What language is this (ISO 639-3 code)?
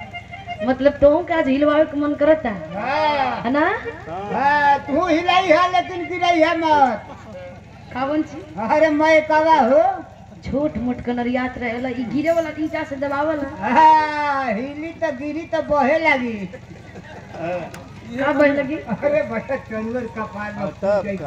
bho